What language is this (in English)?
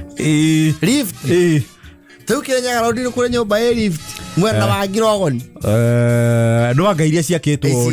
Kikuyu